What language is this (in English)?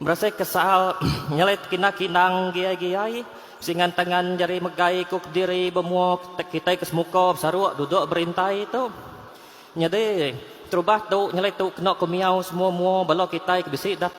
Iban